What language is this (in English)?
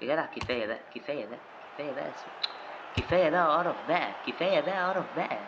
Egyptian Arabic